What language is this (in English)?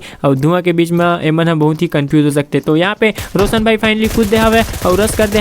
Chhattisgarhi